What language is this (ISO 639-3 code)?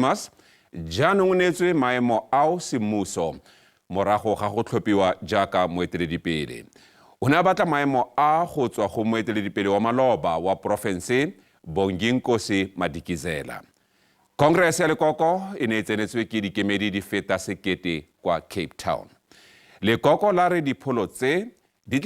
tsn